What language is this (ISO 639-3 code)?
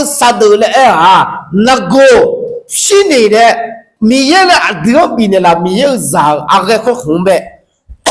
ahk